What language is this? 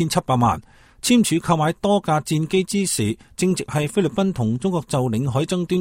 Cantonese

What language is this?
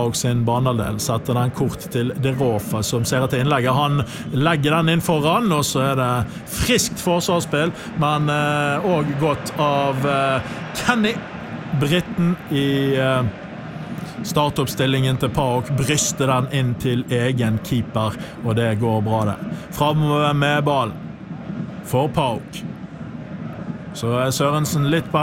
Norwegian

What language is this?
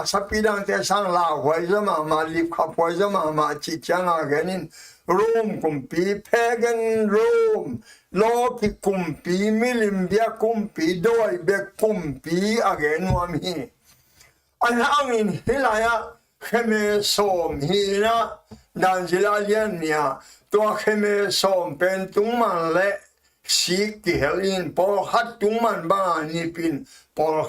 Tedim Chin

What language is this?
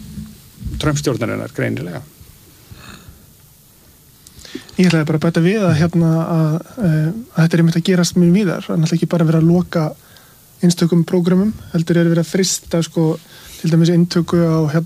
Icelandic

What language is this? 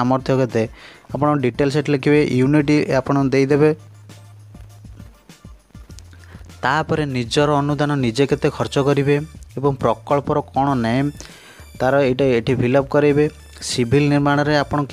Odia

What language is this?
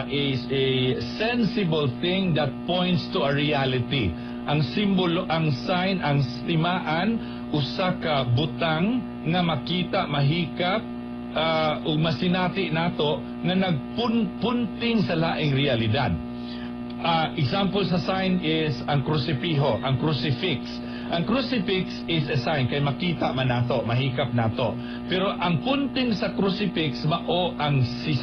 Cebuano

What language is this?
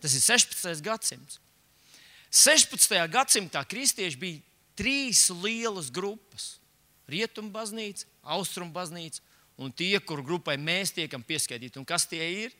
Latvian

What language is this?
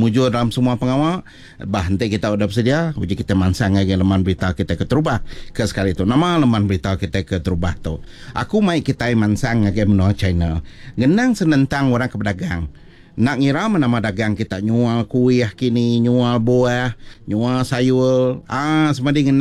Iban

